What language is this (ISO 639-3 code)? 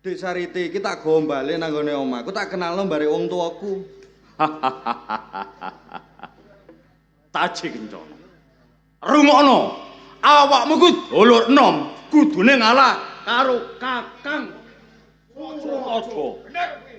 jav